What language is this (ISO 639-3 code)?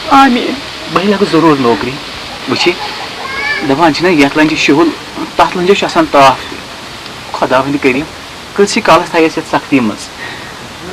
kas